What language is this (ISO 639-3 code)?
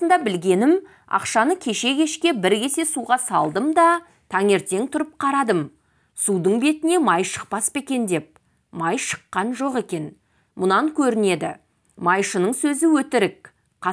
kaz